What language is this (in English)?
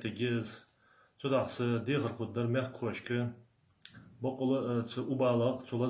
Ingush